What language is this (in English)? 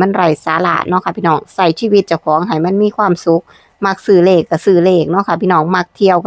Northeastern Thai